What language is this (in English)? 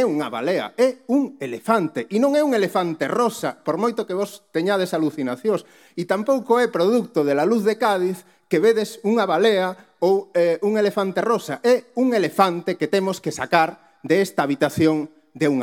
Galician